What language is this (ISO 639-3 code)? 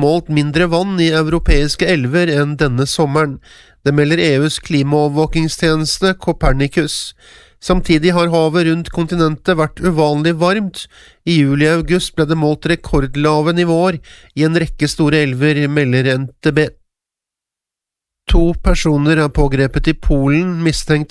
nor